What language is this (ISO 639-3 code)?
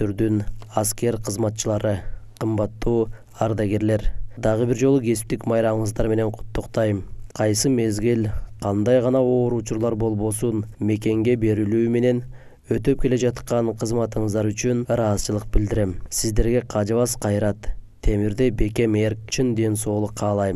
kir